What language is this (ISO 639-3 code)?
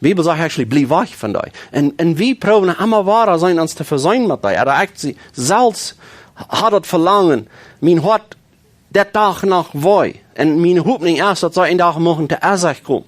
pdt